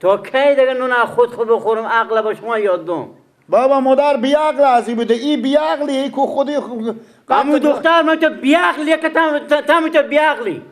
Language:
Persian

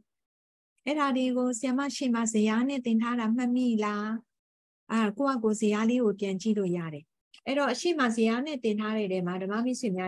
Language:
Burmese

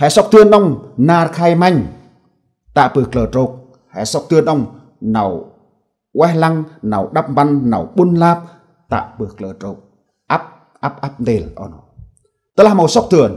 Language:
Central Mnong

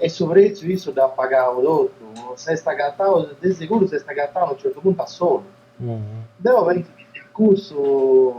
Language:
Sardinian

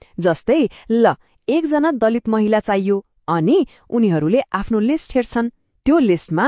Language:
Nepali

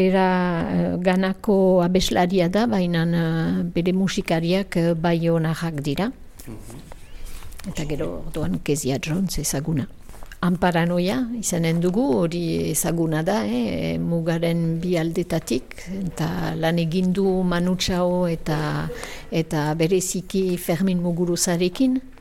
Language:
Basque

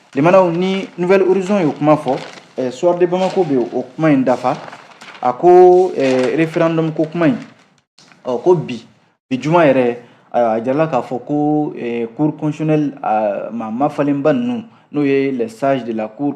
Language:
Bambara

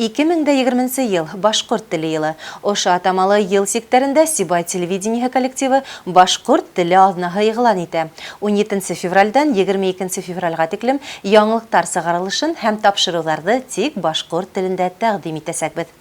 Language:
Bashkir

